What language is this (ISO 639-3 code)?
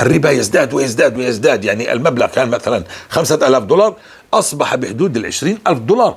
apc